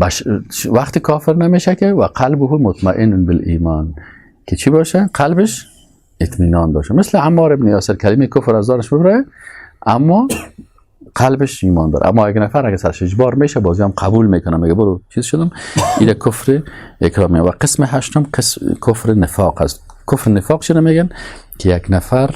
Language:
Persian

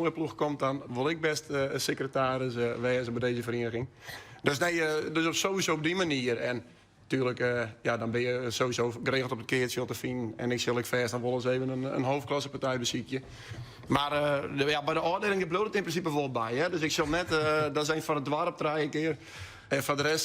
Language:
Western Frisian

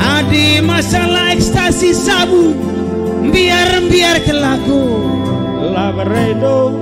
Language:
Batak Karo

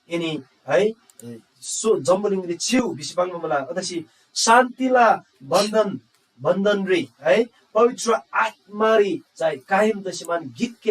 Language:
Eastern Tamang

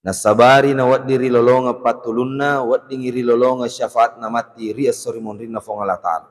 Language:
Buginese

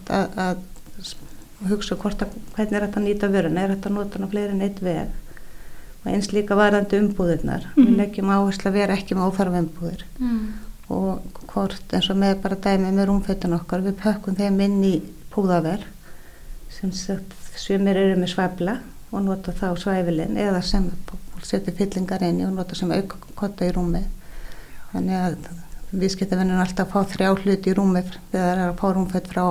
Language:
Icelandic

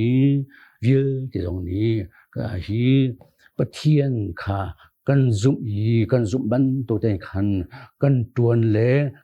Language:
Hakha Chin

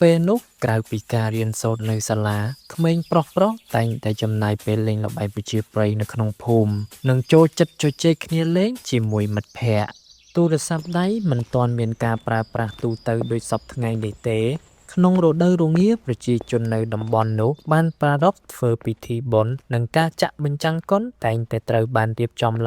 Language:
Khmer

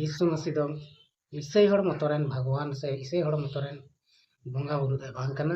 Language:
Santali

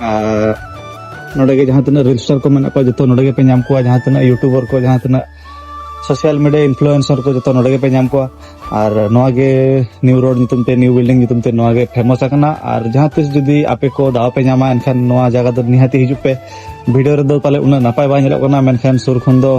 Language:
Santali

